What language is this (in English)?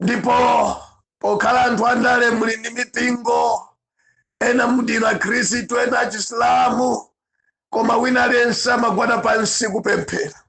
Nyanja